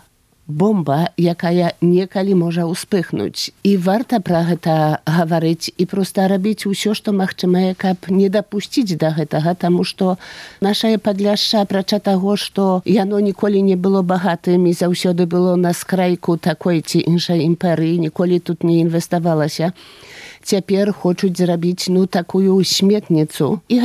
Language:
Polish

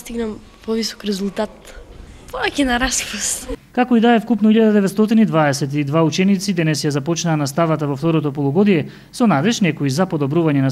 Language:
Macedonian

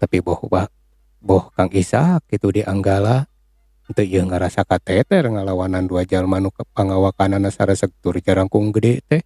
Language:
Sundanese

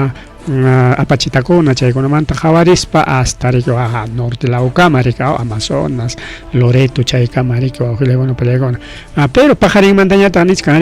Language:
Ayacucho Quechua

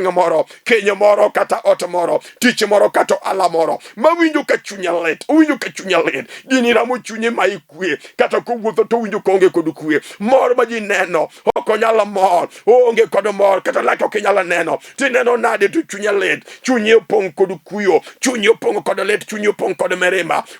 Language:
Luo (Kenya and Tanzania)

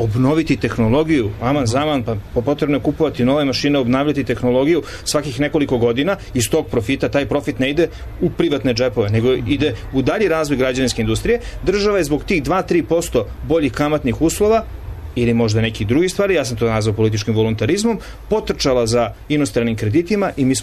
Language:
Serbian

